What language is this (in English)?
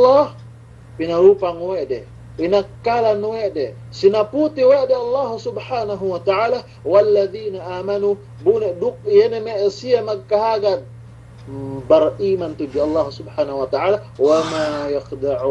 Yakan